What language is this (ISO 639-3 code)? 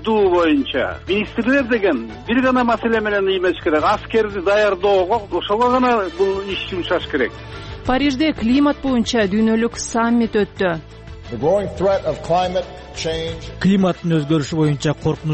kir